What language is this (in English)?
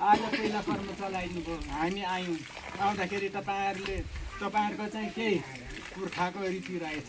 Nepali